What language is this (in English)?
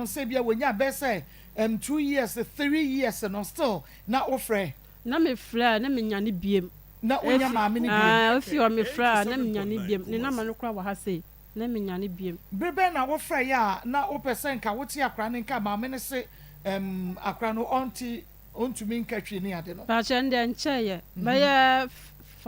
Akan